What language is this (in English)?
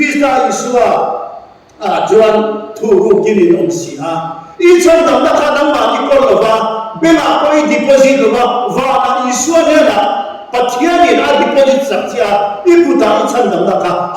Mizo